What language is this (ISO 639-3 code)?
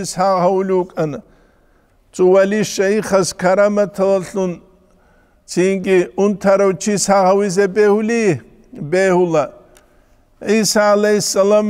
ava